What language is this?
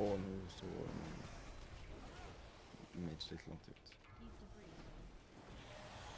Swedish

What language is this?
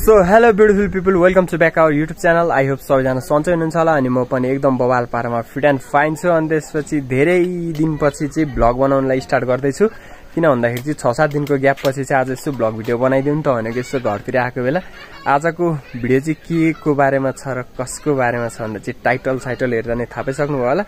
Nepali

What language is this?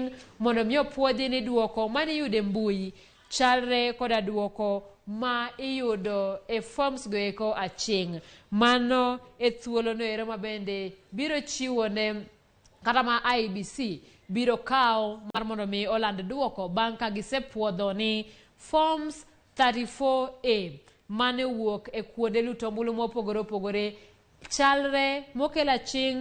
Luo (Kenya and Tanzania)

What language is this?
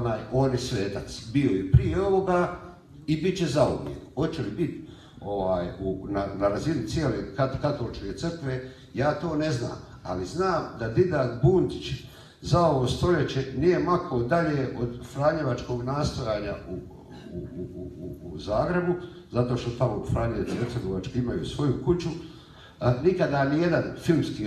Croatian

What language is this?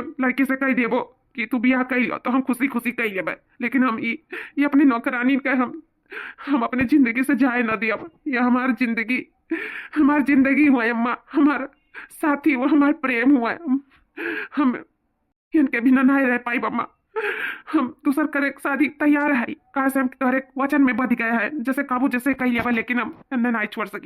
Awadhi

